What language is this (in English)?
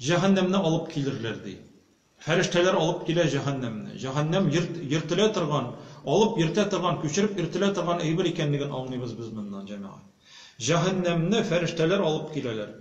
Tatar